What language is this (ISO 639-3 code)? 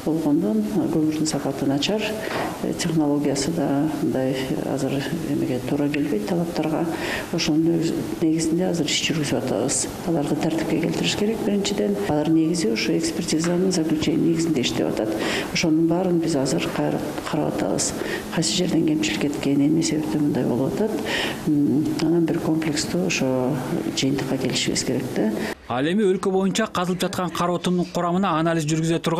kir